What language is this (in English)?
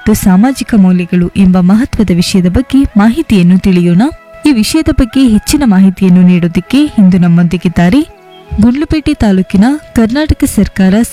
Kannada